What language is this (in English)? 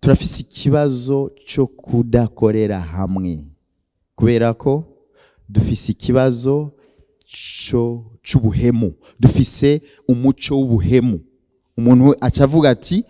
Rundi